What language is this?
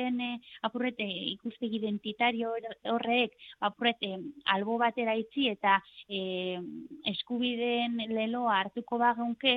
Basque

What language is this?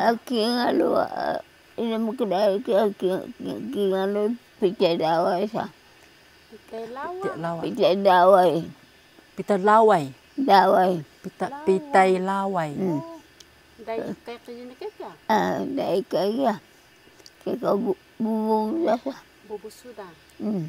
Taroko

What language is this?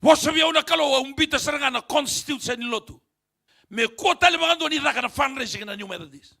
Fijian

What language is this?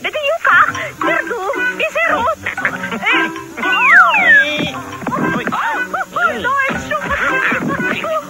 Hebrew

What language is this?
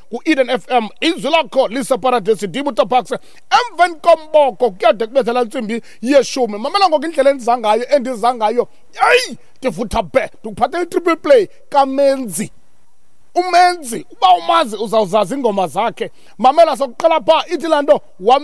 Xhosa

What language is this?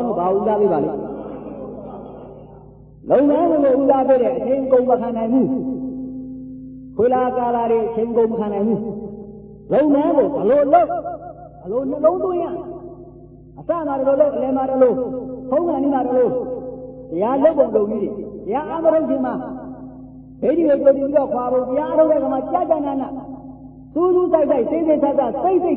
Burmese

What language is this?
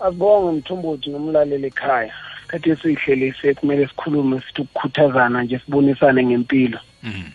South Ndebele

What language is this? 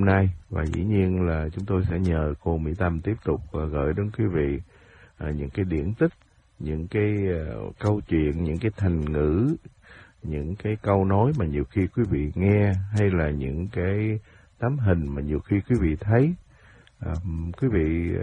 Vietnamese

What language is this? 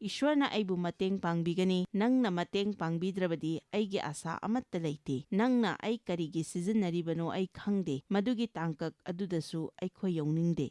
Manipuri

